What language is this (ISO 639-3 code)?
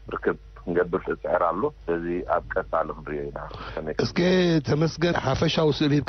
tir